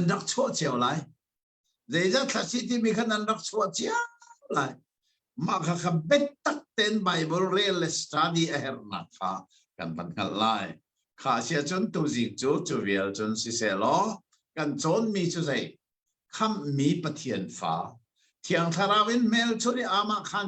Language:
Hakha Chin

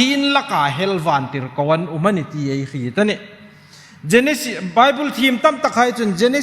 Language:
Hmar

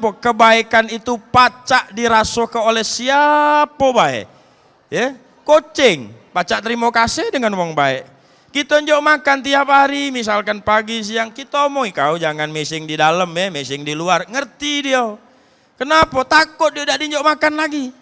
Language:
Musi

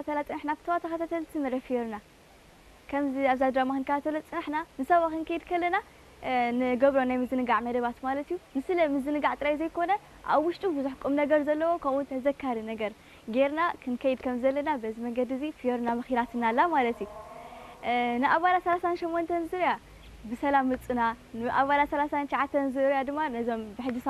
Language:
Tigrinya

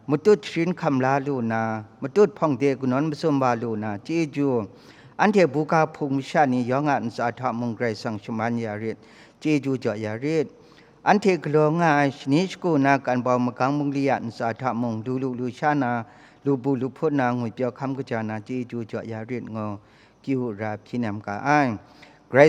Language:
Kachin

